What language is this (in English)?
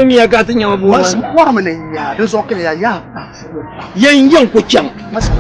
Dagbani